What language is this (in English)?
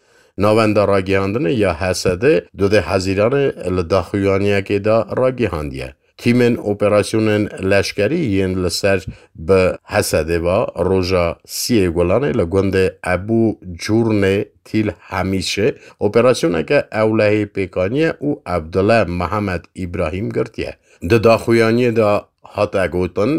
Kurdish